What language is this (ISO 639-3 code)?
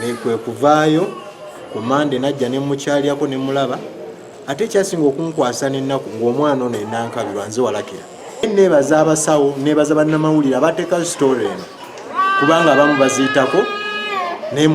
lug